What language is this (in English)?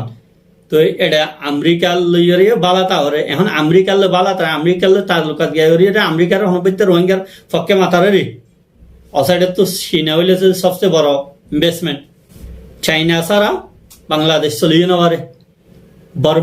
Rohingya